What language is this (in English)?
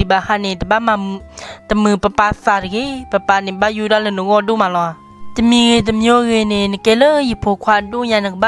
S'gaw Karen